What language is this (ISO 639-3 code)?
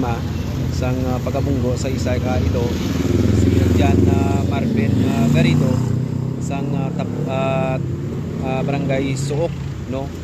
hil